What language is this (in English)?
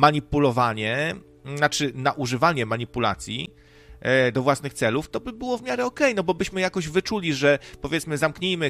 Polish